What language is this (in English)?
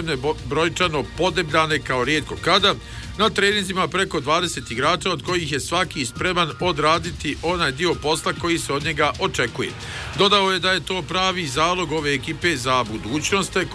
Bosnian